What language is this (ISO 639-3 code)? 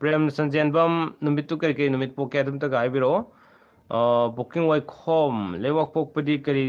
mni